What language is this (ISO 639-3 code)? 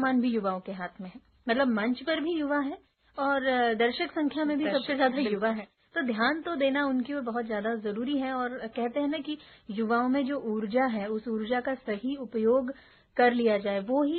hin